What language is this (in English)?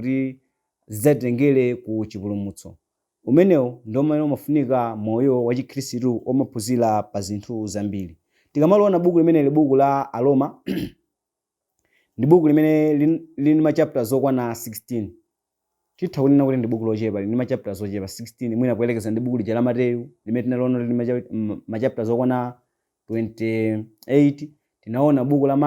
Nyanja